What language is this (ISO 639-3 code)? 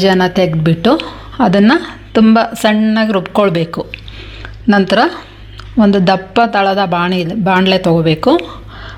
kan